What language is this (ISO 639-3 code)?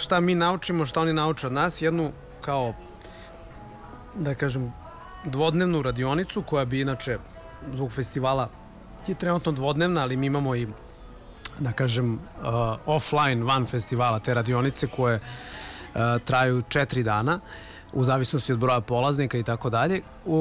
srp